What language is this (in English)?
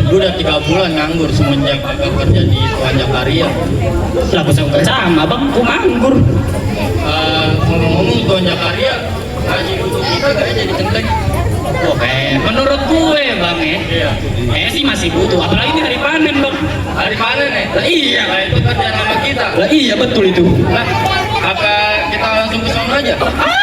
Betawi